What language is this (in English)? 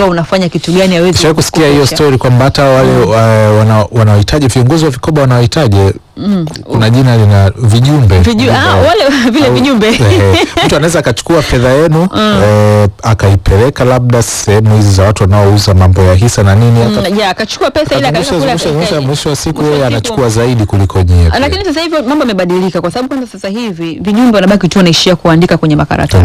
Swahili